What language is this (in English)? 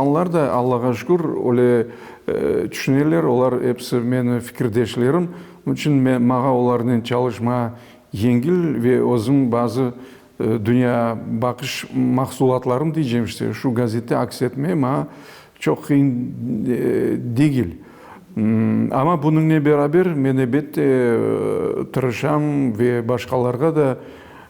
Crimean Tatar